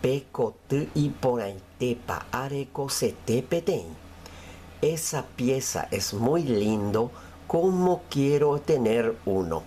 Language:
Guarani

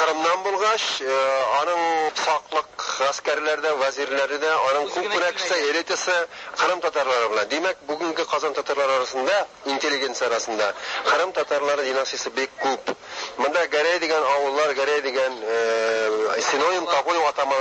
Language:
Tatar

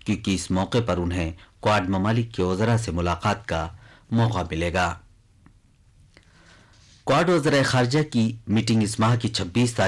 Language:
Urdu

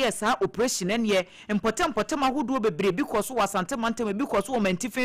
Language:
Akan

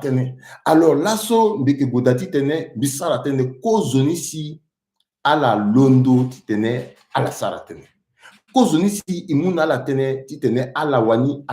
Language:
Sango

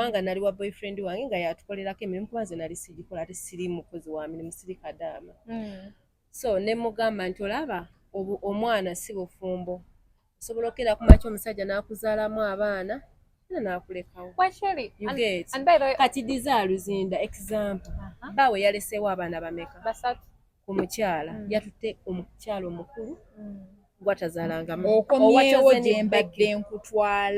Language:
Ganda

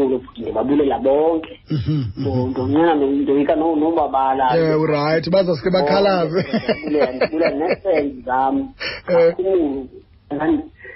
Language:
Xhosa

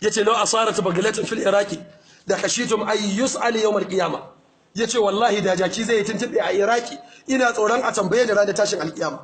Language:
Hausa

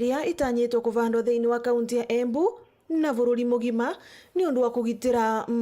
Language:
Meru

